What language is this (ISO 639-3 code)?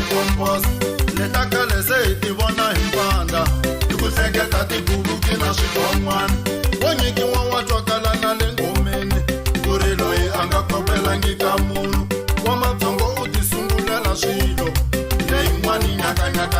tso